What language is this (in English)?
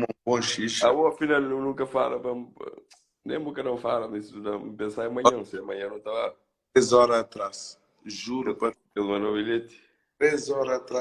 Kabuverdianu